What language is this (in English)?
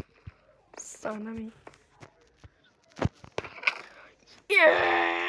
Turkish